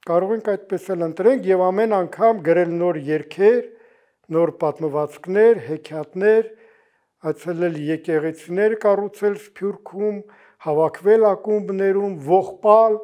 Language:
Armenian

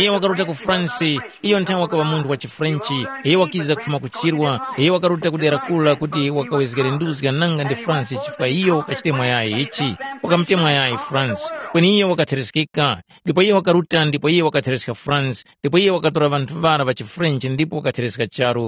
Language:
Tumbuka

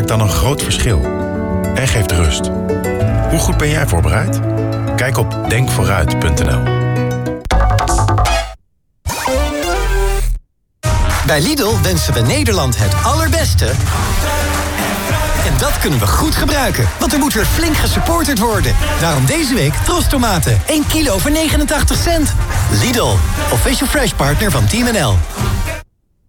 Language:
Dutch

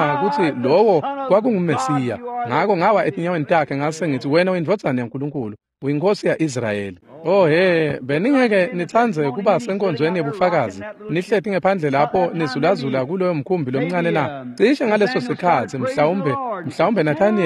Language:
Swati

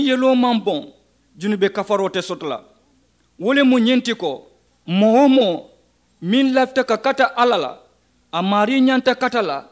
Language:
Mandingo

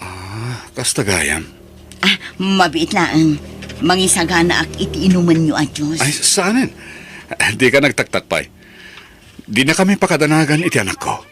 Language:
Iloko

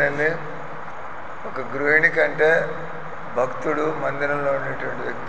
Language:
Telugu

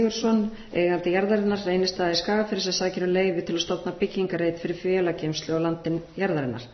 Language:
Icelandic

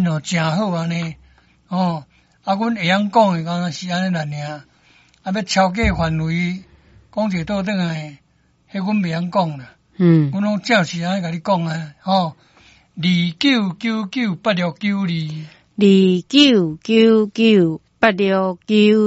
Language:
Min Nan Chinese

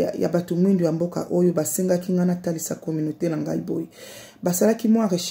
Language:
Lingala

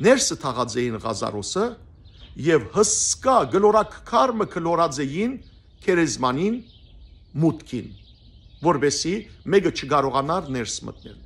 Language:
Western Armenian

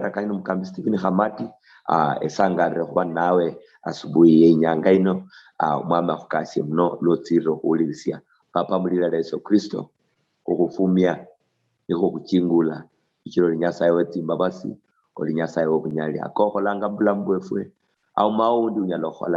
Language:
Luyia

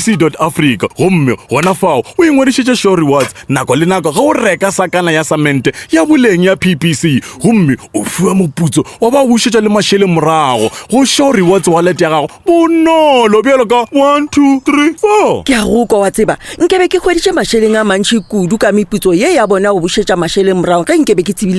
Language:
Northern Sotho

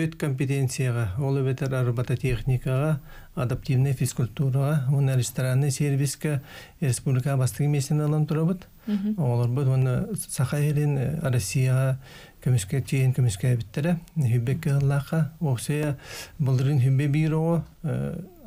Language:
Yakut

